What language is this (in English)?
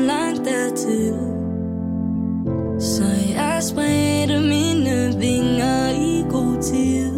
Danish